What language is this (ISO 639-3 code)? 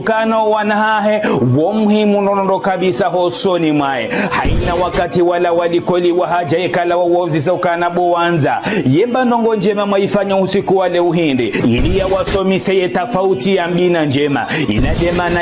zdj